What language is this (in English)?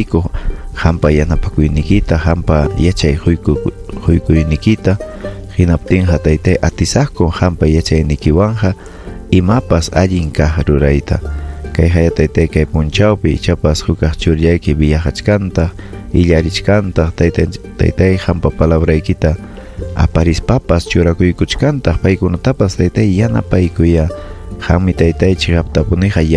Ayacucho Quechua